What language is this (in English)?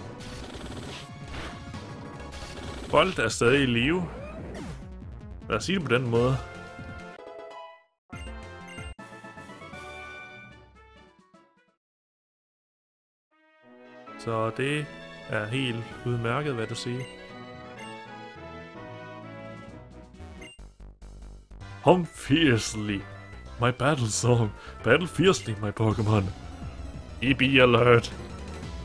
Danish